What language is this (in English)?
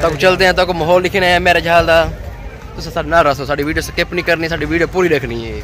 Saraiki